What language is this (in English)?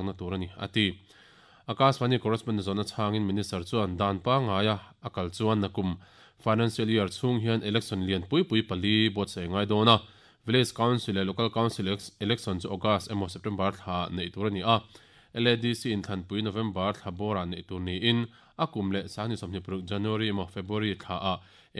Mizo